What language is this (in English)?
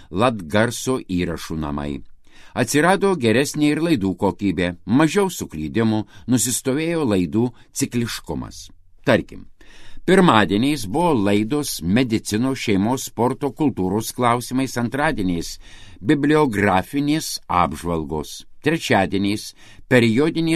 Lithuanian